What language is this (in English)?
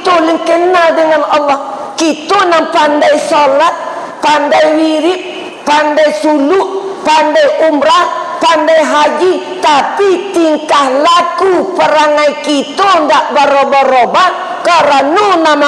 Minangkabau